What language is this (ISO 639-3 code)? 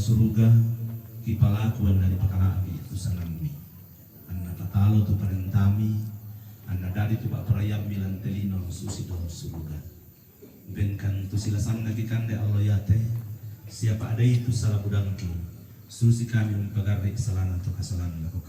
sda